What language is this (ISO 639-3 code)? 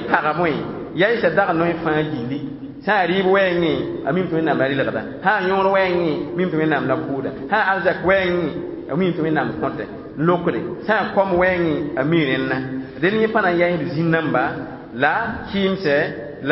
mos